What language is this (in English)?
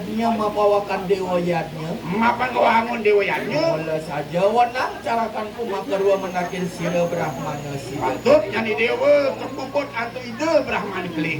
Balinese